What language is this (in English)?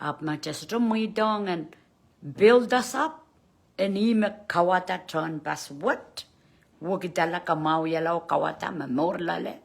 Pohnpeian